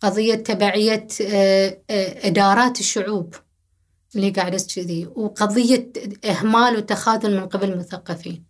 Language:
Gulf Arabic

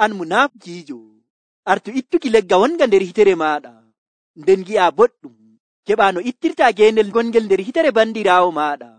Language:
Nigerian Fulfulde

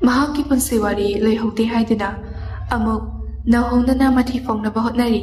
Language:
Manipuri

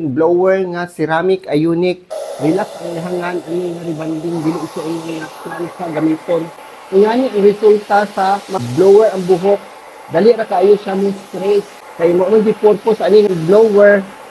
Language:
Cebuano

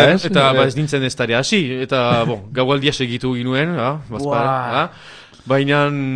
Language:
Basque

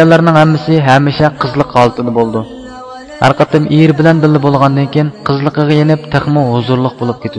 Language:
Uyghur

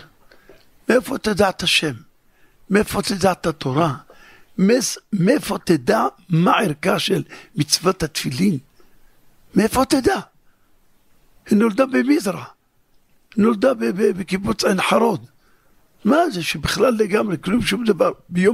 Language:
Hebrew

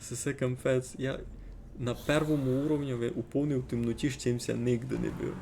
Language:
Rusyn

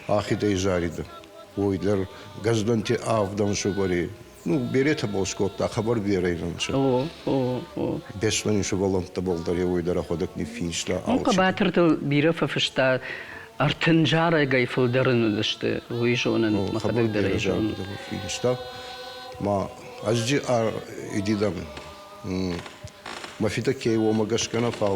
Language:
Ossetic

